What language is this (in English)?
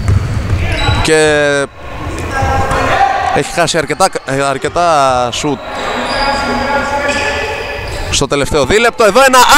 Greek